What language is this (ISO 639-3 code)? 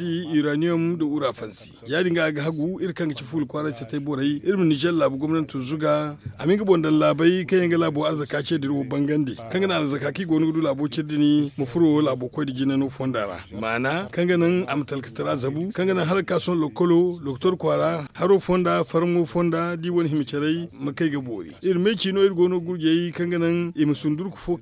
dje